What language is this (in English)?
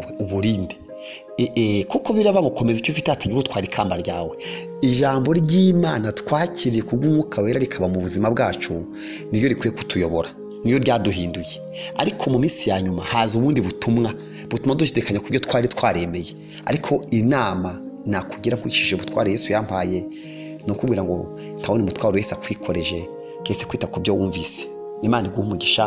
Kinyarwanda